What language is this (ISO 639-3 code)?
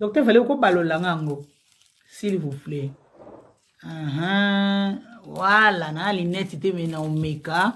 lin